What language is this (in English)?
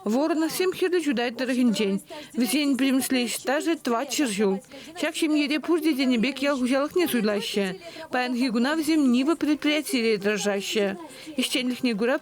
Chuvash